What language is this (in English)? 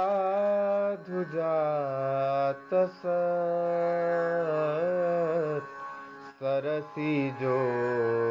Sanskrit